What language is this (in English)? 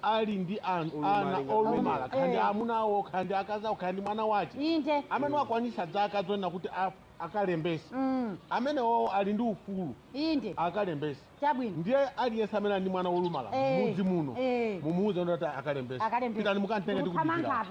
Nyanja